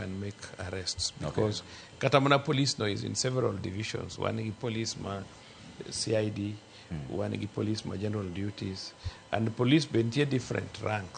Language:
Luo (Kenya and Tanzania)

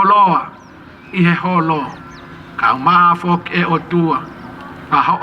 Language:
Tongan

